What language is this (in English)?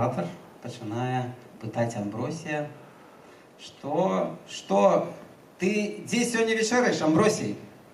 Belarusian